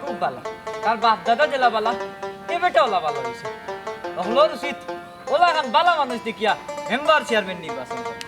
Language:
Sylheti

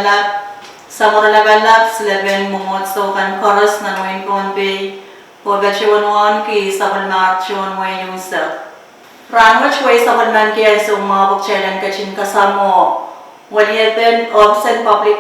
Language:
Pohnpeian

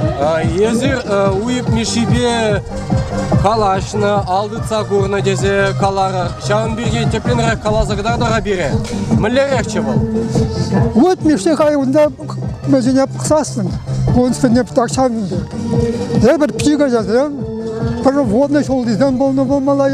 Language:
Chuvash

